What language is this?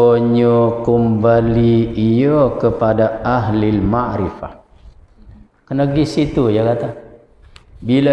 Malay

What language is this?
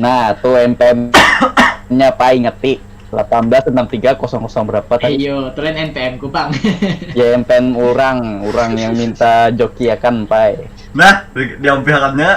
Banjar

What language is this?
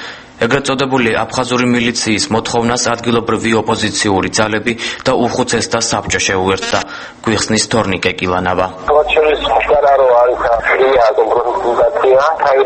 Georgian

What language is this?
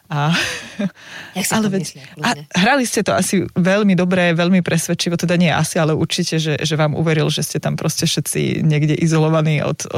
Slovak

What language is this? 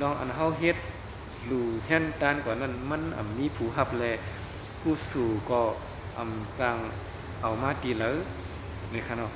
Shan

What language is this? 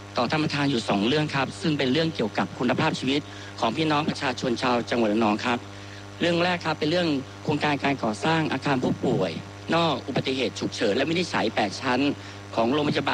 Thai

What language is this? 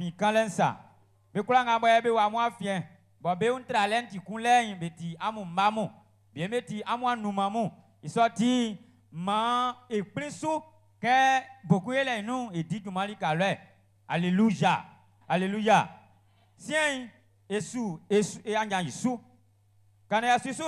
Baoulé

